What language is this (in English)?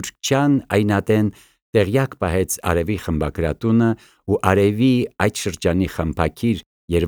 Armenian